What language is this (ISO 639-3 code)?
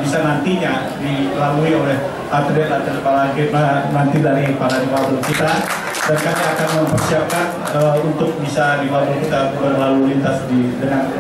ind